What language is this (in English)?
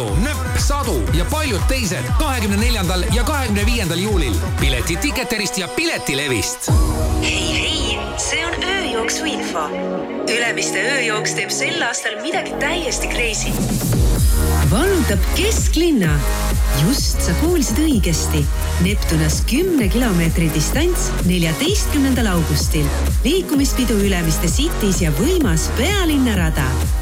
Estonian